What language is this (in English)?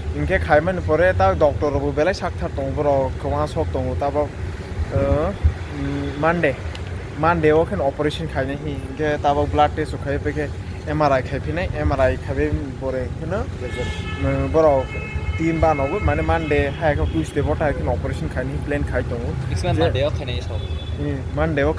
Kok Borok